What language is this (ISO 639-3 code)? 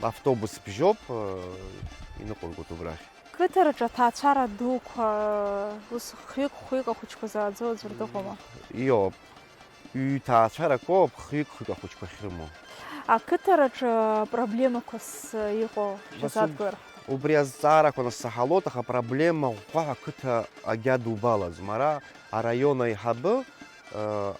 abk